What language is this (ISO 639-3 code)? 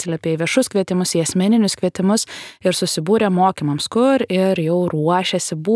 lit